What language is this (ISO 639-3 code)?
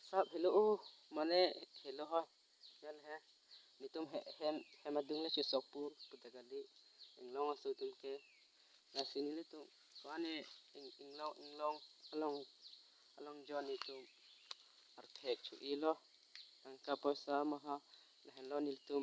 mjw